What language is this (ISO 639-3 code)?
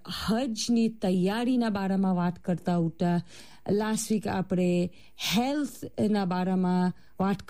guj